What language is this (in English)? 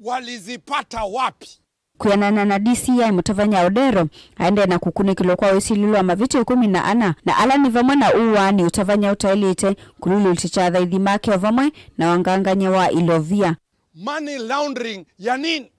Kamba